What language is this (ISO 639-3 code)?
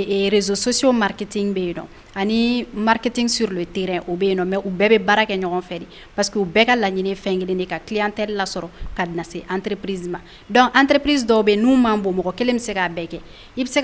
bam